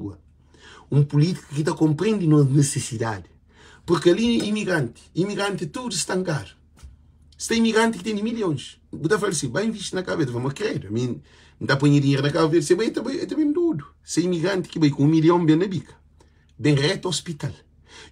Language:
Kabuverdianu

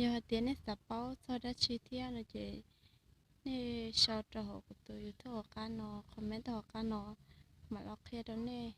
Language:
Hmong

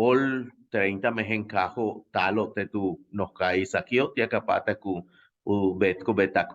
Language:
Yucateco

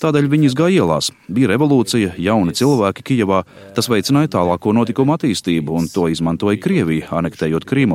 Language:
Latvian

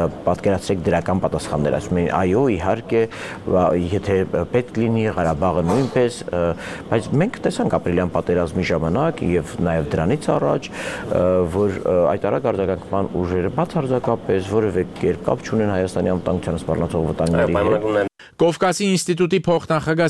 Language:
Armenian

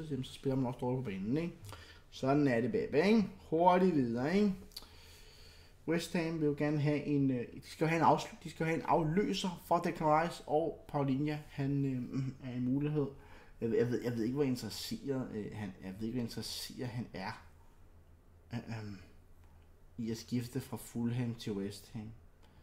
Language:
Danish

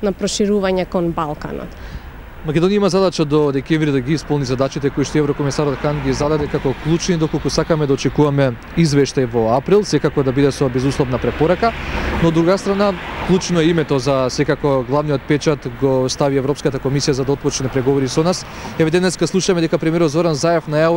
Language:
Macedonian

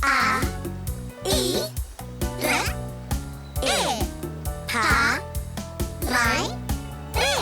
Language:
Māori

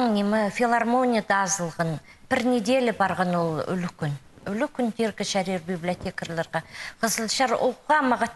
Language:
Khakas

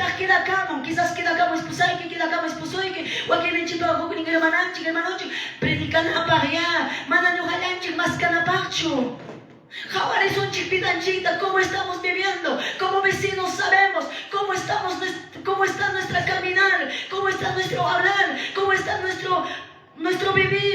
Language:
Quechua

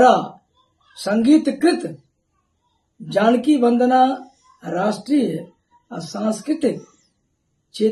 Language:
Maithili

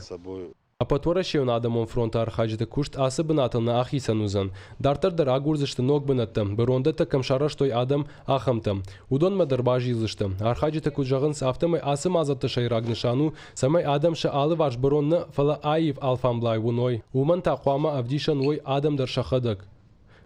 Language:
Ossetic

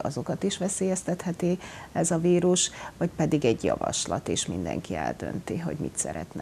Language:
Hungarian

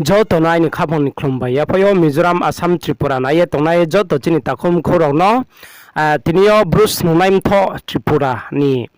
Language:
Riang (India)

